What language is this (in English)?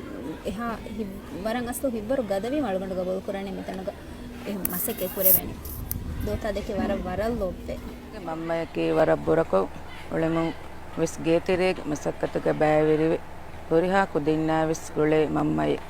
Divehi